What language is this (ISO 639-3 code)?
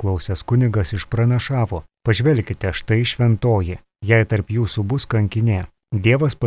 lit